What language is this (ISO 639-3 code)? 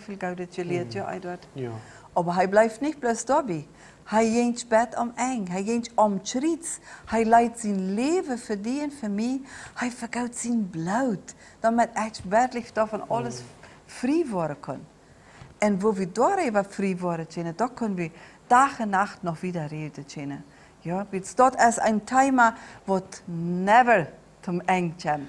pdt